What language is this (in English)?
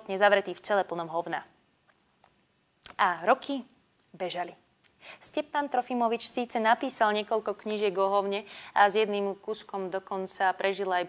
Slovak